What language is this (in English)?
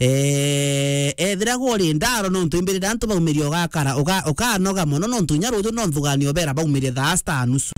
Meru